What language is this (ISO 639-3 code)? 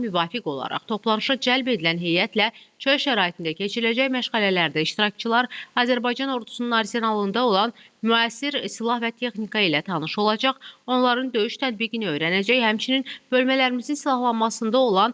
aze